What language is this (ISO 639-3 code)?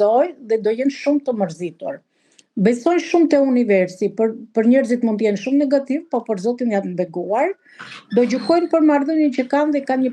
sqi